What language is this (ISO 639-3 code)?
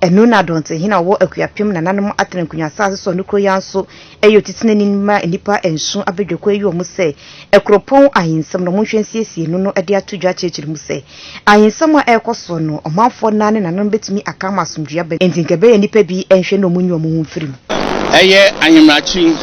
aka